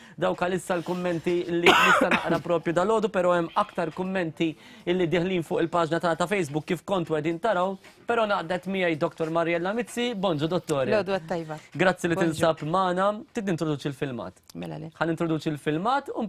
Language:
Maltese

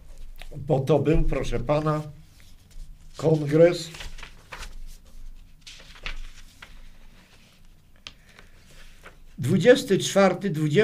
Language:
Polish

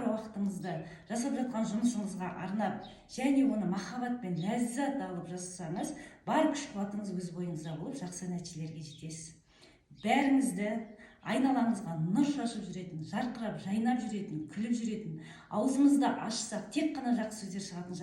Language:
Kazakh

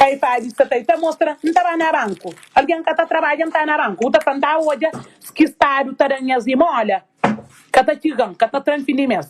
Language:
Kabuverdianu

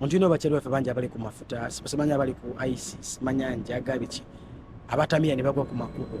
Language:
Ganda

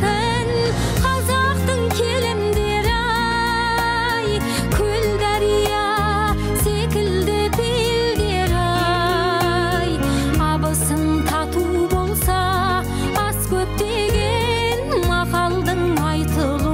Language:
Kazakh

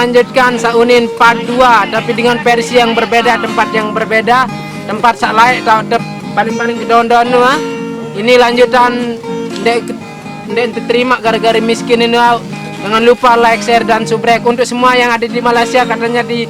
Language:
Sasak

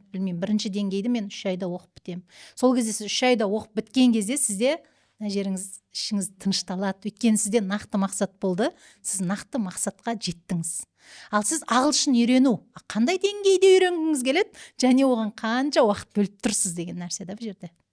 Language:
Kazakh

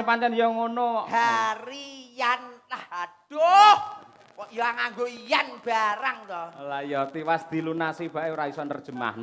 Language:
Javanese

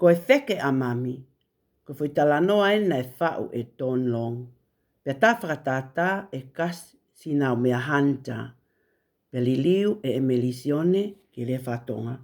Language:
Tongan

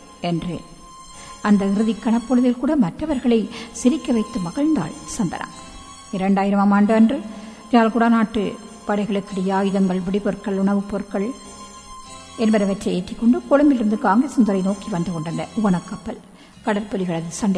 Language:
Tamil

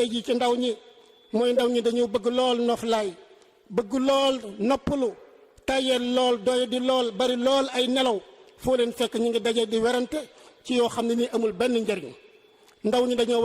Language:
Wolof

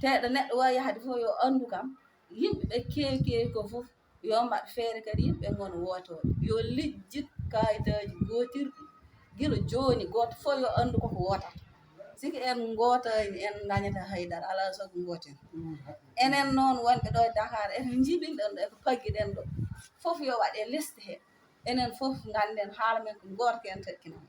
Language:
Fula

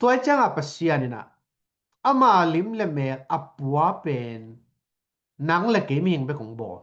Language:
Tedim Chin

